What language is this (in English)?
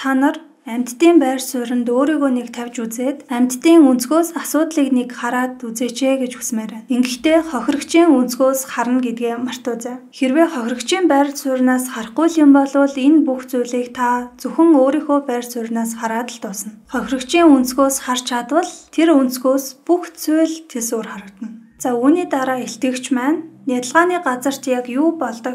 Mongolian